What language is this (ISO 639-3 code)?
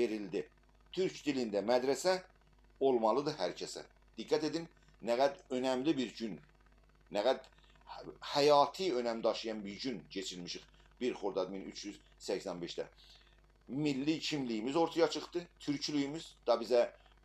azb